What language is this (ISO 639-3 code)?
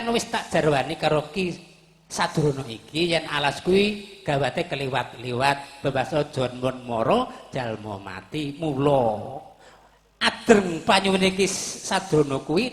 jav